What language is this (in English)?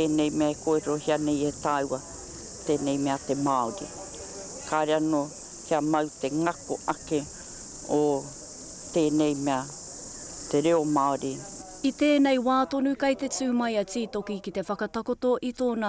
Māori